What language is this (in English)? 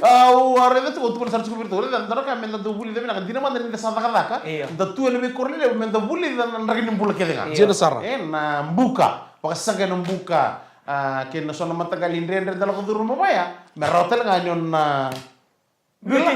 Fijian